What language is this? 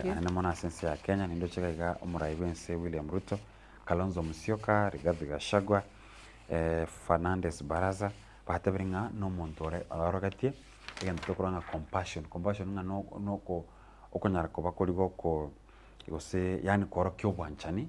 Gusii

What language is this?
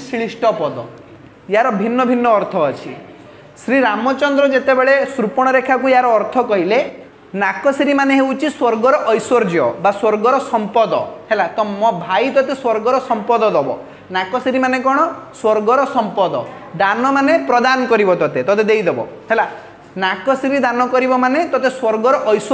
Odia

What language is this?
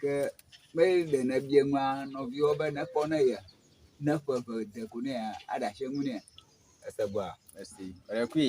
Ewe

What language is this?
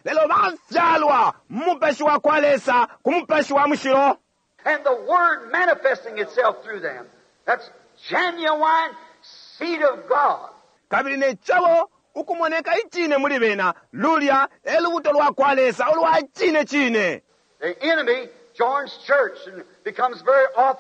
Bemba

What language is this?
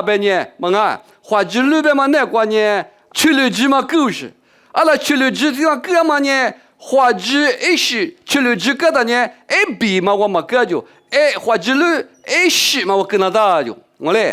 Lisu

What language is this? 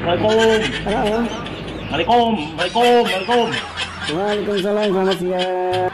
Banjar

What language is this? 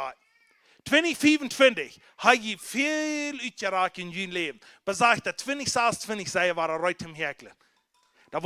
Plautdietsch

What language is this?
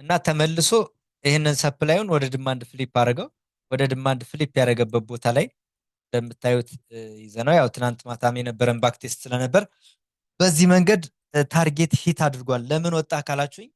Amharic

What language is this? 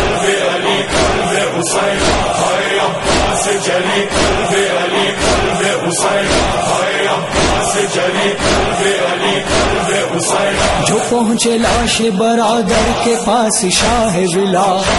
Urdu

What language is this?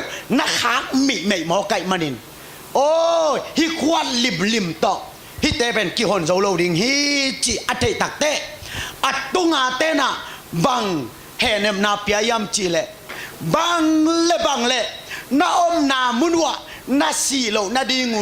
Tedim Chin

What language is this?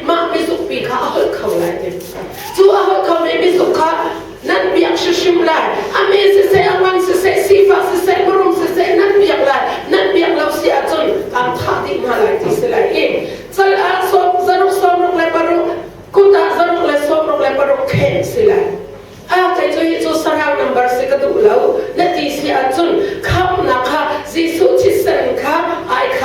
Hakha Chin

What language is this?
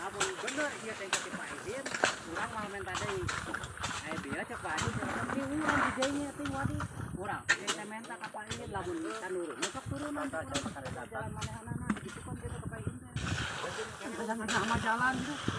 Sundanese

